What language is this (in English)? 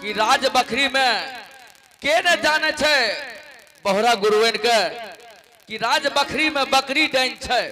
Angika